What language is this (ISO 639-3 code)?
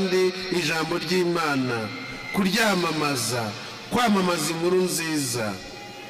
kin